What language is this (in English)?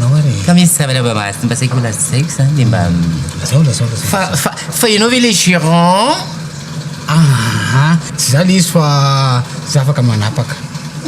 Malagasy